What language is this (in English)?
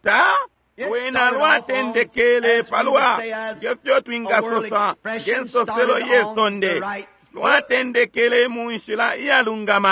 Bemba